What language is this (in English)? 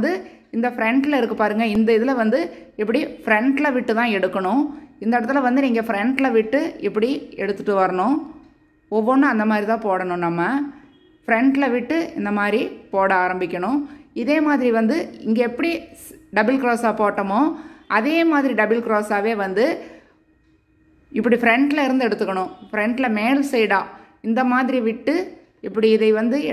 Tamil